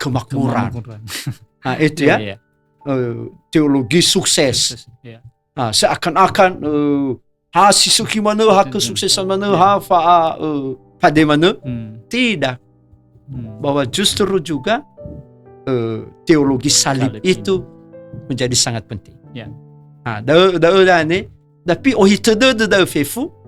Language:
Nias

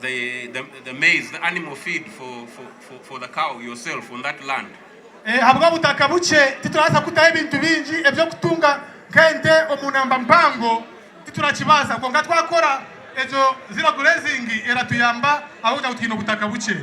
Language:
Nyankole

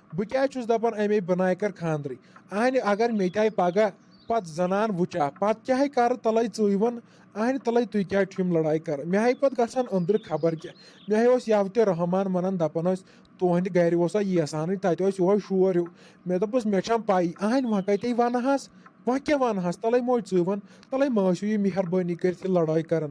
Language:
Kashmiri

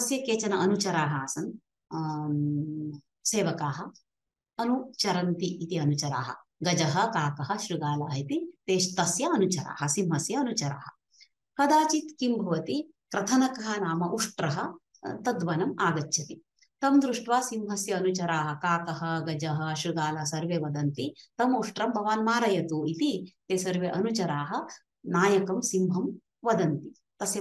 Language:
Sanskrit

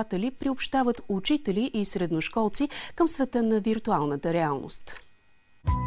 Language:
Bulgarian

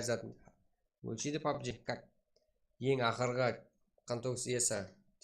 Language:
Kara-Kalpak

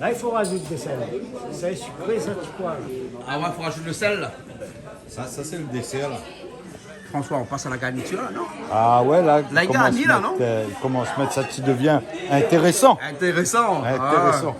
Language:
Réunion Creole French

